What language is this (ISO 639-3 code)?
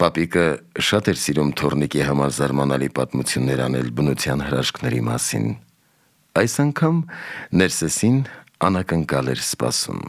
hye